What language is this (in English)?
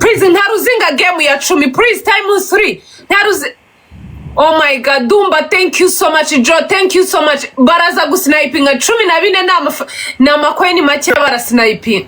Kinyarwanda